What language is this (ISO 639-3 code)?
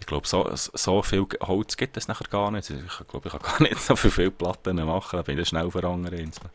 gsw